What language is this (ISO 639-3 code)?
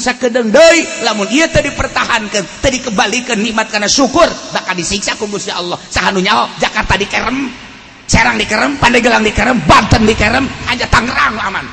sun